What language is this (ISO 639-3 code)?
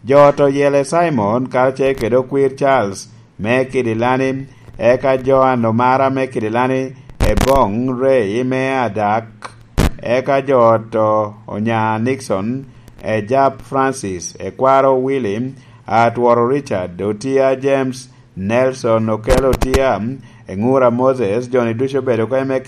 laj